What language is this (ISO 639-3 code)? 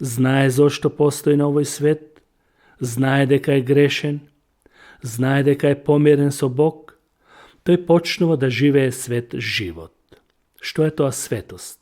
mkd